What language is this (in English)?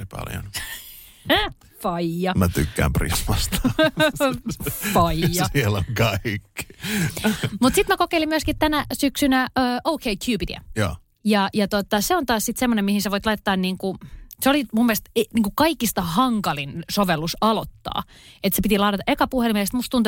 Finnish